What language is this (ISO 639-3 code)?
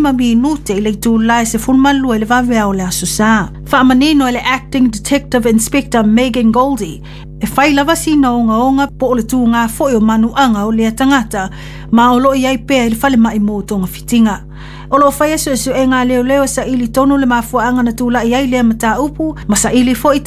smo